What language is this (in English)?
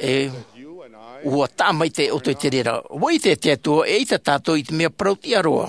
Tahitian